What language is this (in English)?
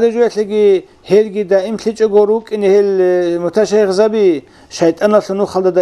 Avaric